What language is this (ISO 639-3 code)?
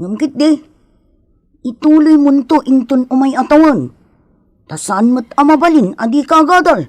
ilo